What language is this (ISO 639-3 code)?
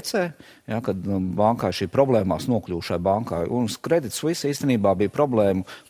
lav